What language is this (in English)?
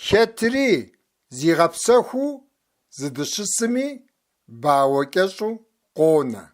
Kabardian